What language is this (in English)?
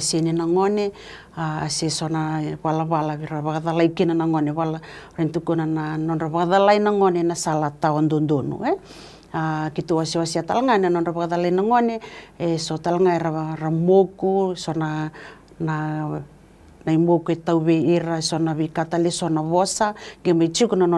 Fijian